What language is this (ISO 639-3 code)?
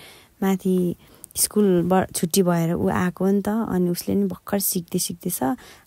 nep